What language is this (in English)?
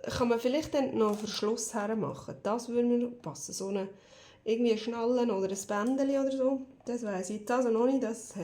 Swiss German